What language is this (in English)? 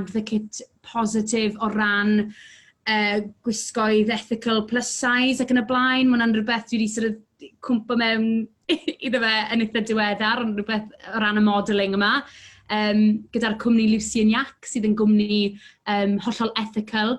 Welsh